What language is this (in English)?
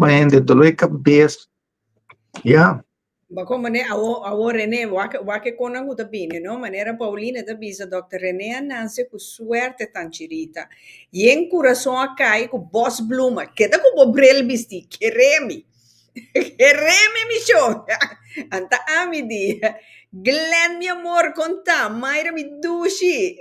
Papiamento